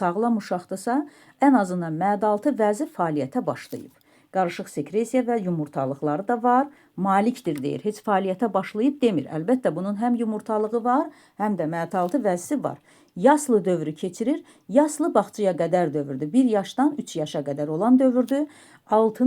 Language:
Azerbaijani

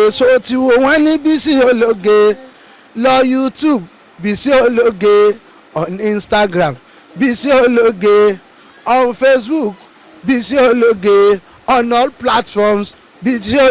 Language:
Yoruba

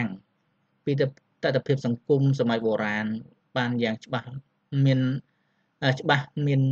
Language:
Khmer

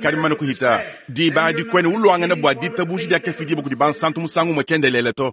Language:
Luba-Lulua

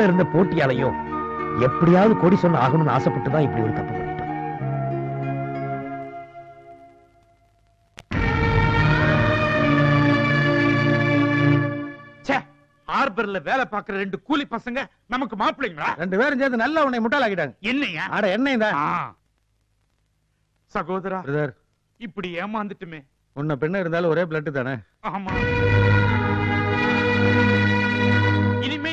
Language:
Tamil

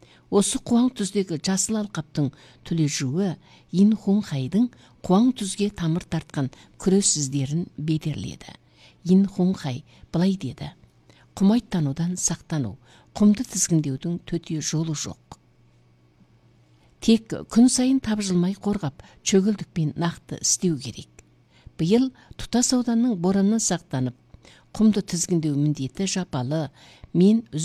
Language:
Kazakh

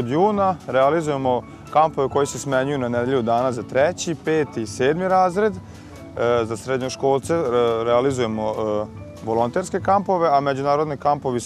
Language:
Serbian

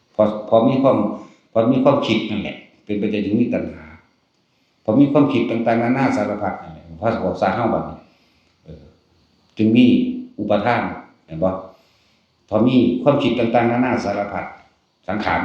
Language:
Northeastern Thai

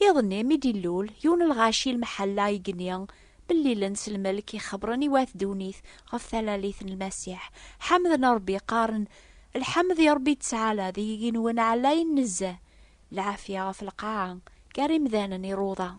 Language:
Kabyle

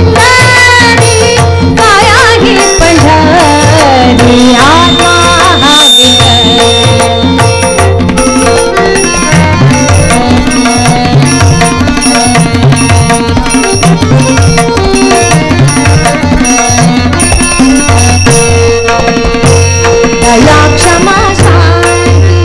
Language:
Marathi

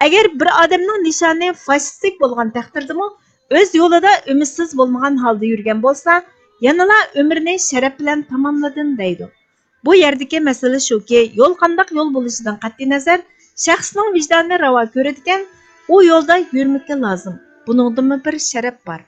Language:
Uyghur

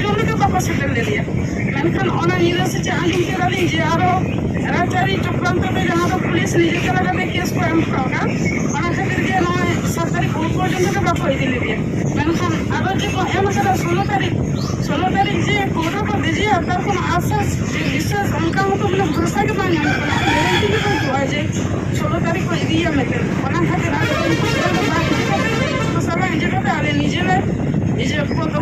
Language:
Santali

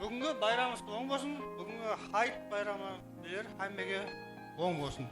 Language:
Kara-Kalpak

